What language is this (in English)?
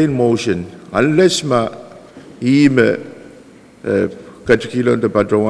Pohnpeian